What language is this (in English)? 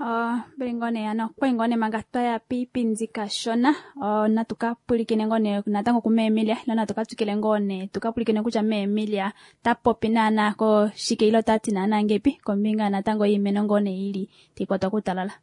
Kuanyama